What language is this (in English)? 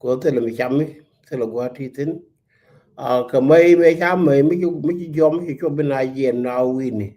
Nuer